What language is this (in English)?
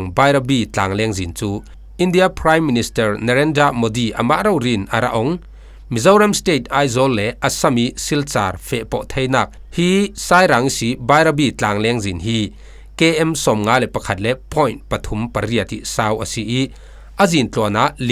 Falam Chin